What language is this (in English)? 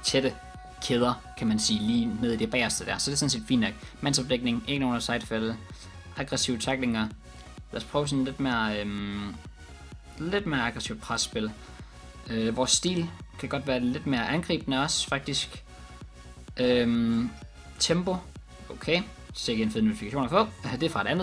Danish